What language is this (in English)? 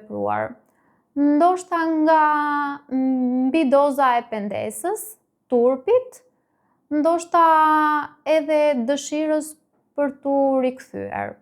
Albanian